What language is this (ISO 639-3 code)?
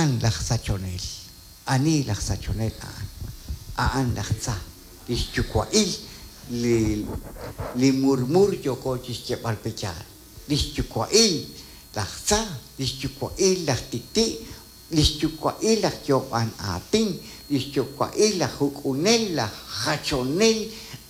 kek